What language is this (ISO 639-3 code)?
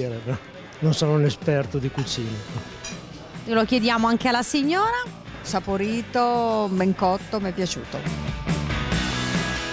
ita